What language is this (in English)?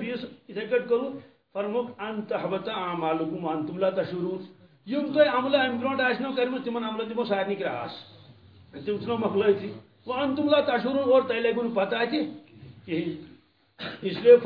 Kashmiri